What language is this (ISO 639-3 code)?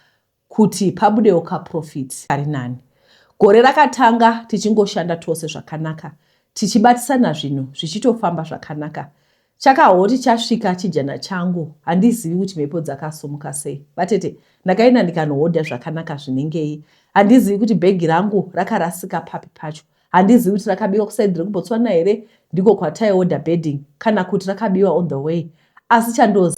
sna